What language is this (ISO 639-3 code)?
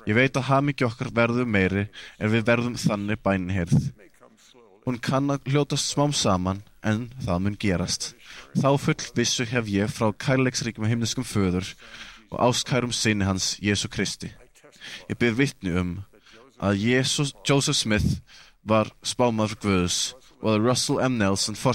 isl